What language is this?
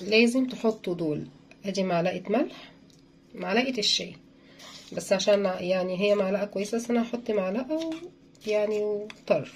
Egyptian Arabic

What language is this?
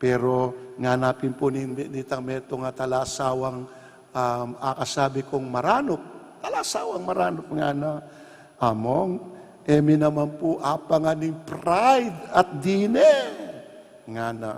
Pampanga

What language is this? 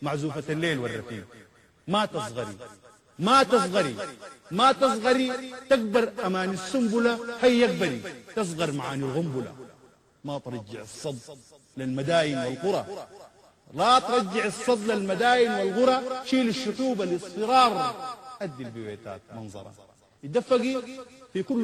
Sudanese Arabic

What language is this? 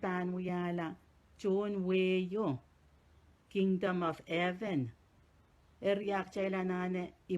Pohnpeian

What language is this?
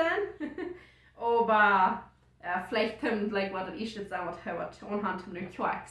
Plautdietsch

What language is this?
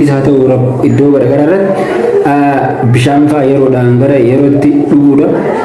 Oromo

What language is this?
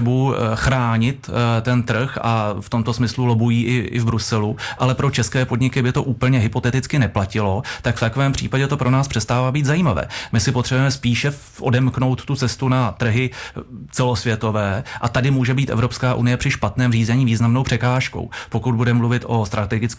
Czech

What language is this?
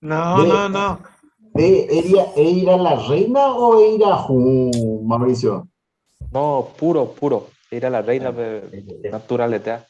Guarani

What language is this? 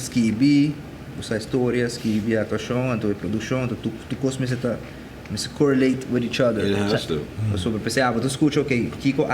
Papiamento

